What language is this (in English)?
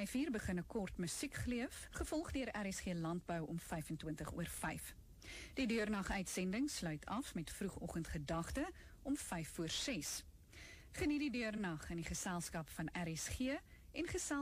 Afrikaans